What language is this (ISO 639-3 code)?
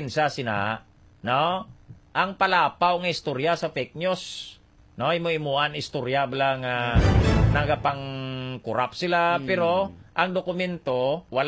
hil